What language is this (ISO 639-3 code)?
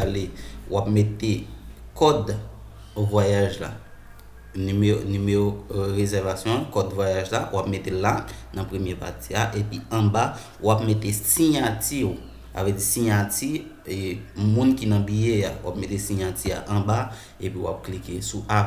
hat